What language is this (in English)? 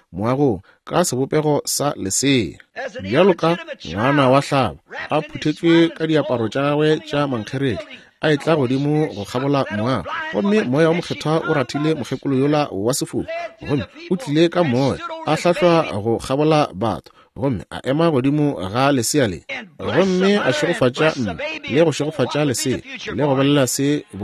Northern Sotho